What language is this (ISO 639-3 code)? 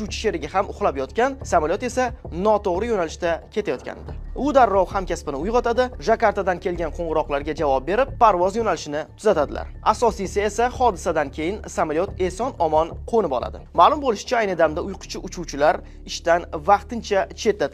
uzb